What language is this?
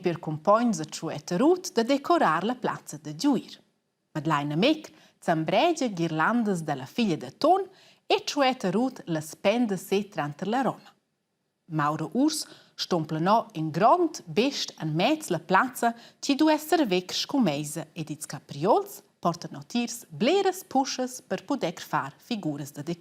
Romansh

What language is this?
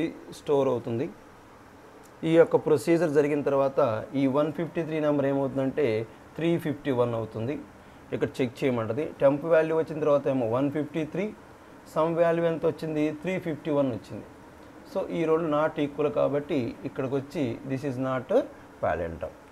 Telugu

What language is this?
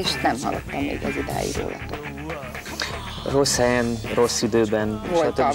Hungarian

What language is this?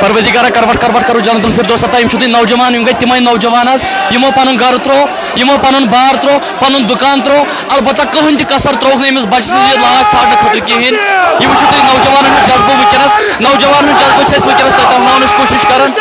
Kashmiri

